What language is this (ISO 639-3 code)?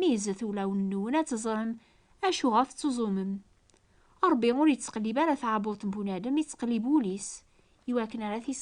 kab